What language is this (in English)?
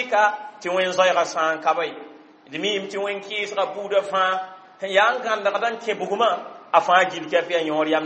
Mossi